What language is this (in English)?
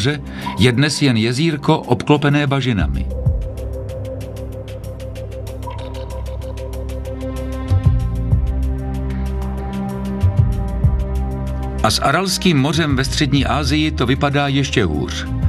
Czech